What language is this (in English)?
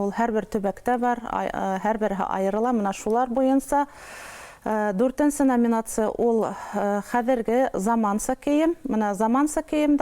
Bashkir